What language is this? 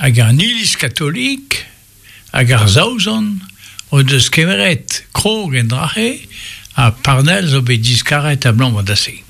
Breton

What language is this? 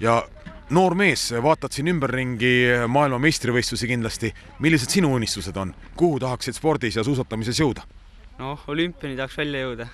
Estonian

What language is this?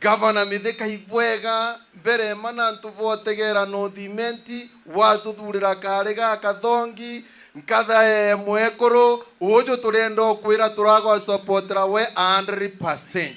Meru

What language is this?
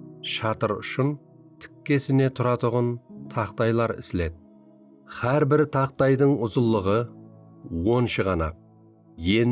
Kara-Kalpak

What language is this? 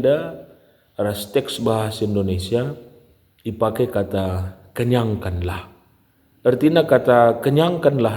Batak Karo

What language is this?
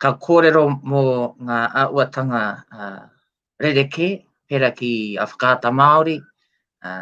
Māori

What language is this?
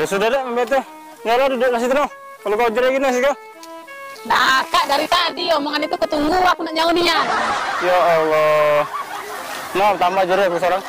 Musi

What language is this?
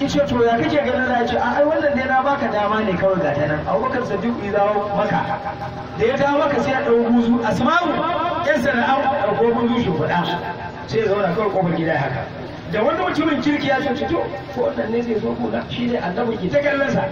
Hausa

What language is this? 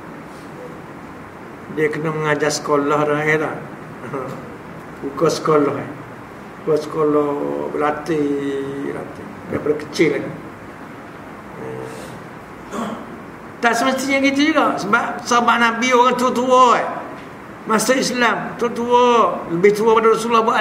Malay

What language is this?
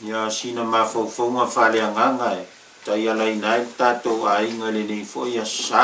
Samoan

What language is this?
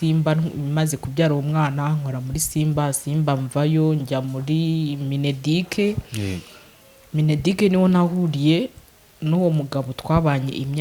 Kinyarwanda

